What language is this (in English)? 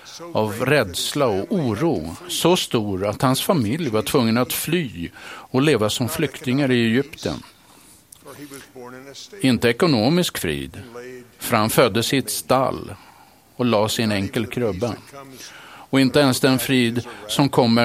Swedish